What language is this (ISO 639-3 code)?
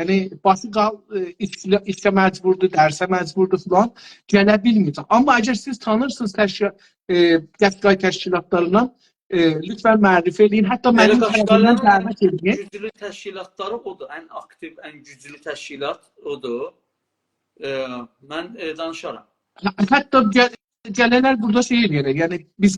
azb